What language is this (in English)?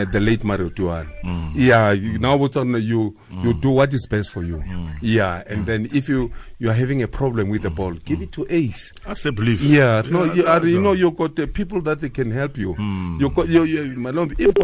Tswana